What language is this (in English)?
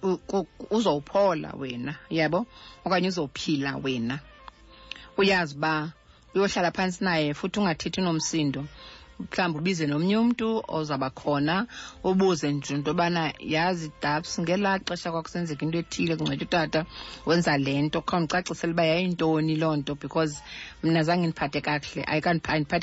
Xhosa